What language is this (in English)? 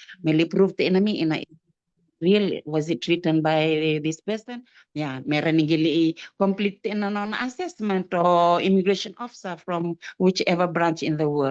Fijian